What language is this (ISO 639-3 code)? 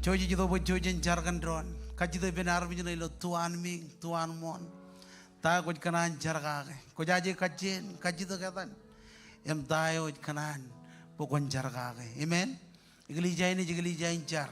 mah